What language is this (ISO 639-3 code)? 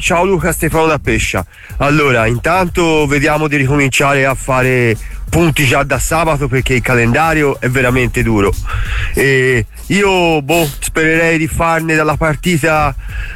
ita